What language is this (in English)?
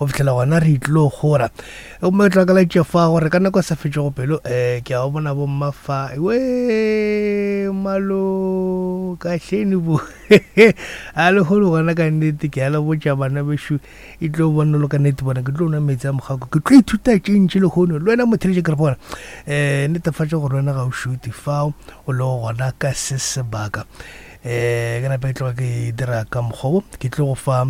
Northern Sotho